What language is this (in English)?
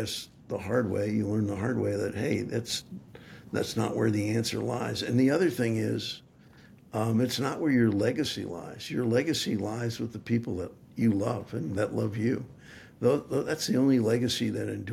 English